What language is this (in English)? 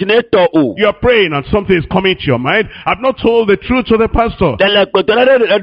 Ewe